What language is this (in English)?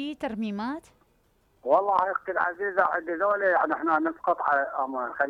Mesopotamian Arabic